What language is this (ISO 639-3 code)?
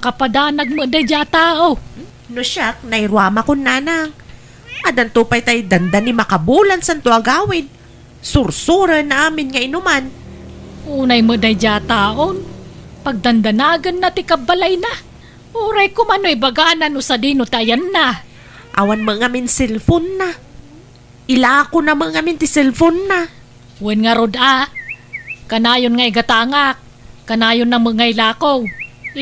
ilo